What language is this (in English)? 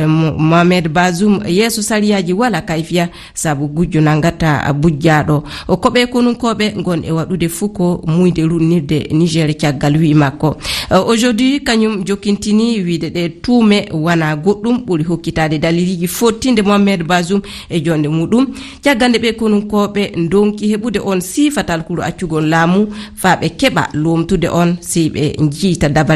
Fula